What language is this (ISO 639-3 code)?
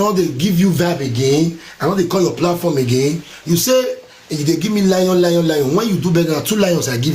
pcm